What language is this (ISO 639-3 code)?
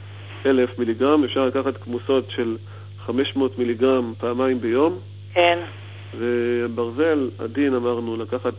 heb